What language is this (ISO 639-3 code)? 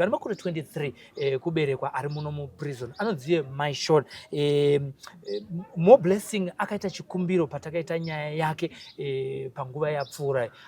sna